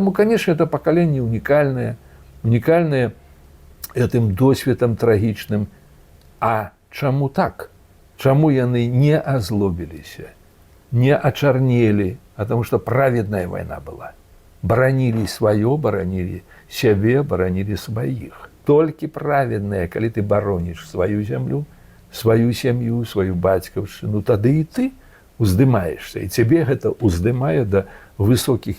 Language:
Belarusian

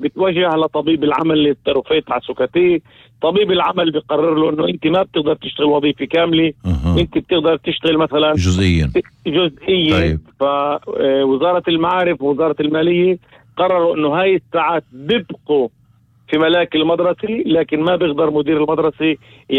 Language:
North Levantine Arabic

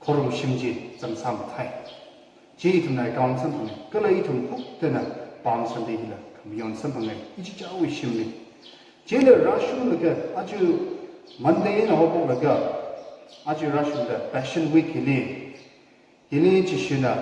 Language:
Tangkhul Naga (India)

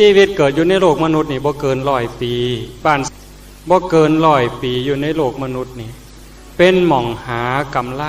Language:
Northeastern Thai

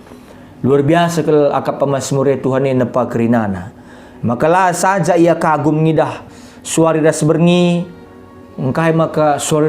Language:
Batak Karo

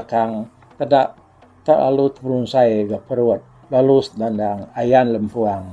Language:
Iban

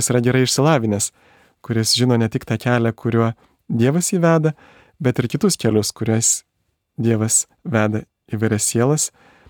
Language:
Lithuanian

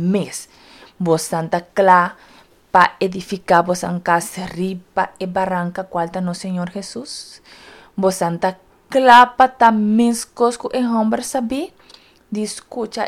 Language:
Papiamento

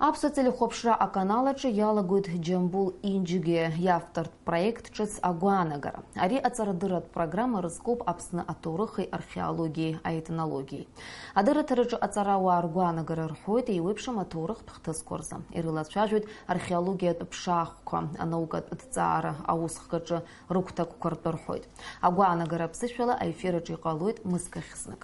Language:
Abkhazian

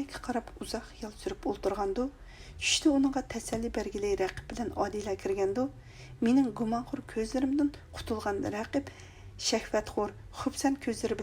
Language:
Uyghur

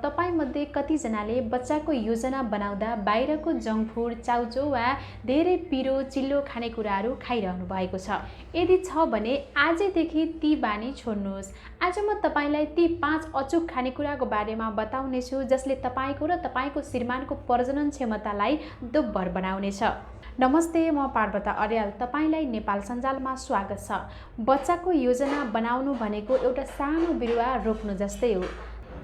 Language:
Nepali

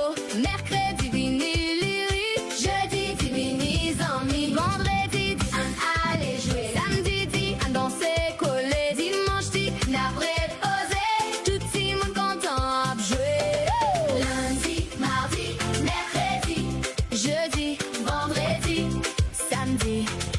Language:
Haitian Creole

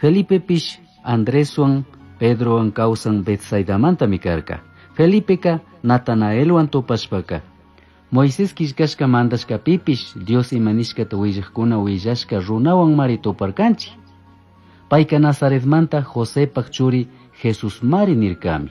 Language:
Chimborazo Highland Quichua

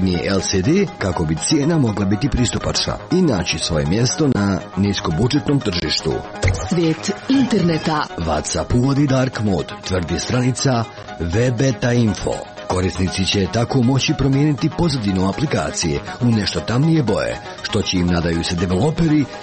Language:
Croatian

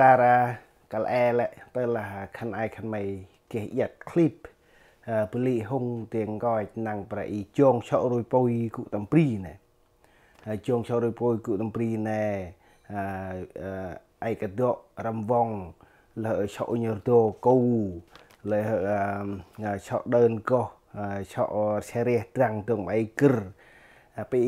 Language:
Central Mnong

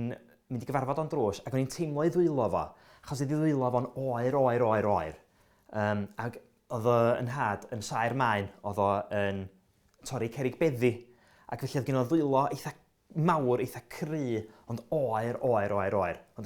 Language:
Welsh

